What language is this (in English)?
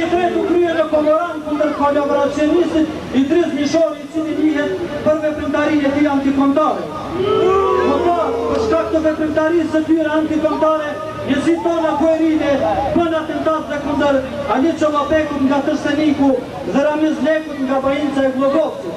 Albanian